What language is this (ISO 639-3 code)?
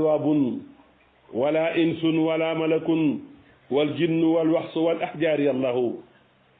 wol